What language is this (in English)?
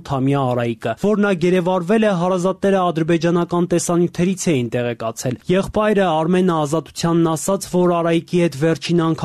Armenian